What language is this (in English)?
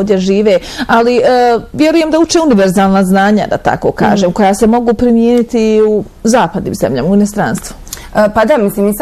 Bosnian